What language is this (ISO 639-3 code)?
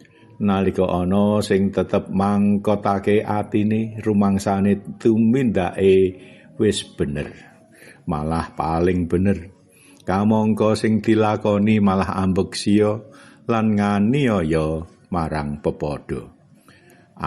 jav